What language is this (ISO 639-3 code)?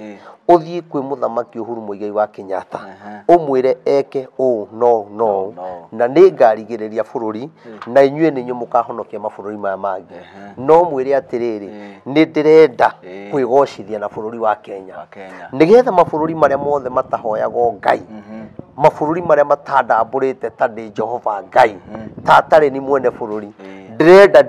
kik